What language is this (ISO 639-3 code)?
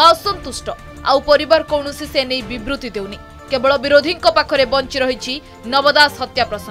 ori